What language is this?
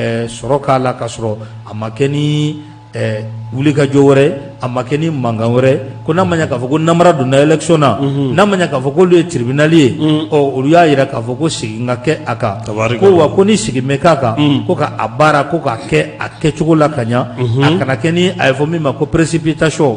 Bambara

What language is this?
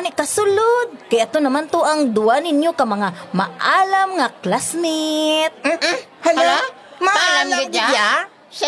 Hiligaynon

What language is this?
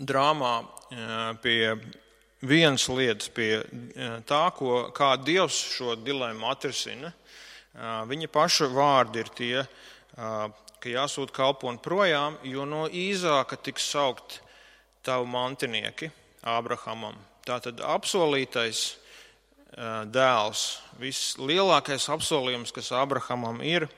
Latvian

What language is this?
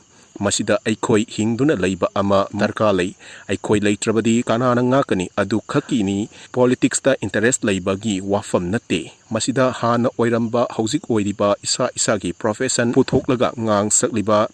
Manipuri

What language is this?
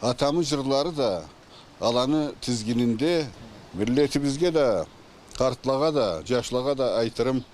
Karachay-Balkar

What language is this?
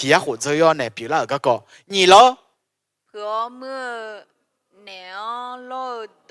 Akha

